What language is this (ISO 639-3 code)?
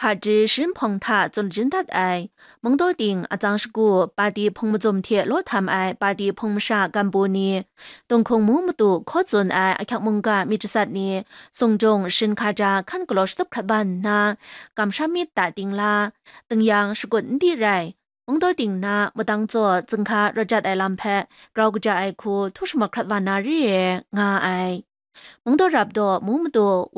kac